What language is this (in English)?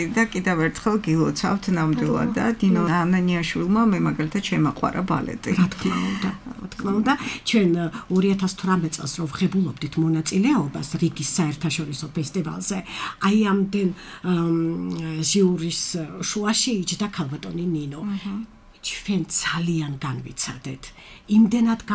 Georgian